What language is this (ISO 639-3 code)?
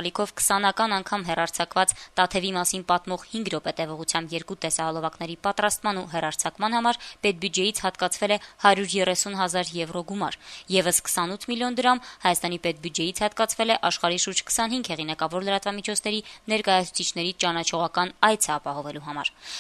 hye